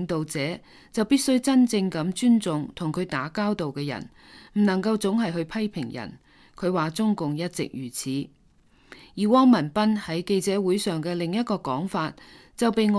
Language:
Cantonese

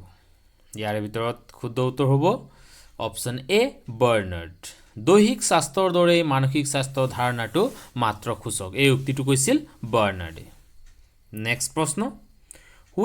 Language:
Assamese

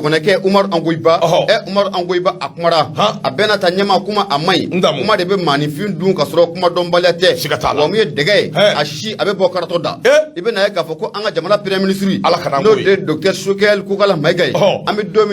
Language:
Bambara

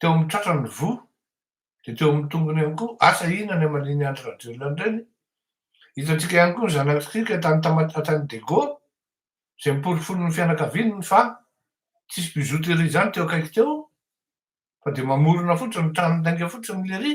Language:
Malagasy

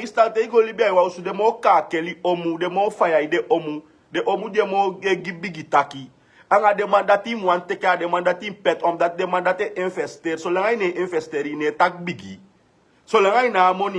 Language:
Sranan Tongo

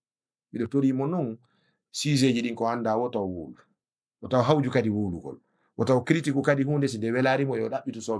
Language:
Fula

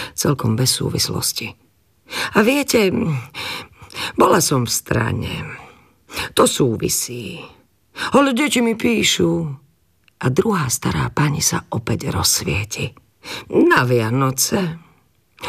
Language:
Slovak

